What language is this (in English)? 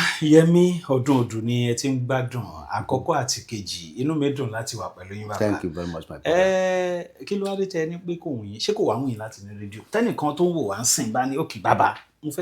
Yoruba